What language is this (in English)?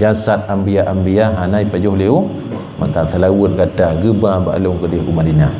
Achinese